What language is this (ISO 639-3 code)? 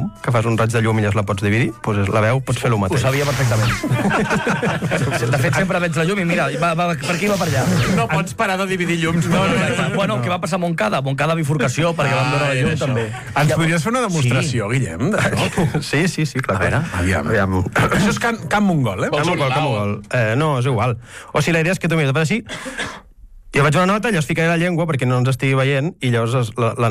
cat